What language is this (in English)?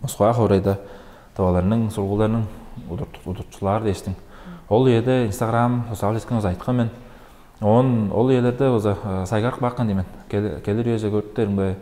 Tuvinian